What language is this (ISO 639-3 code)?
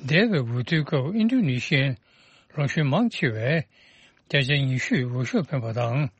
bod